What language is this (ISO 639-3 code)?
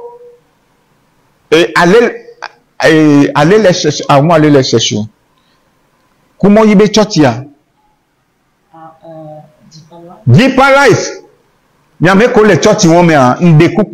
fra